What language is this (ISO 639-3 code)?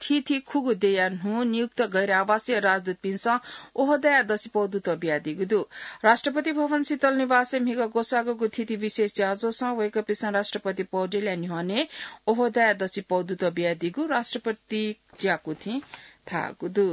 new